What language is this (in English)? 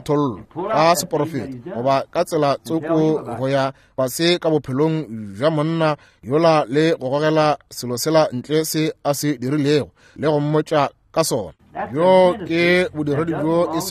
Northern Sotho